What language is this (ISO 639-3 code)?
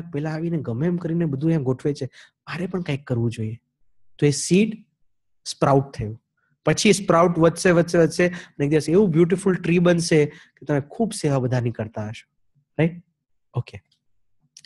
guj